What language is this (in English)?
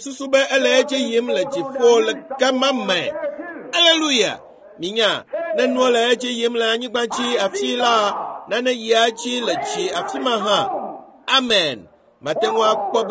Ewe